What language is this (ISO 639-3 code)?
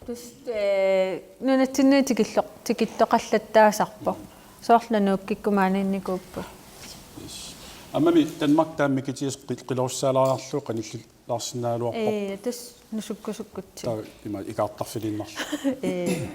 kal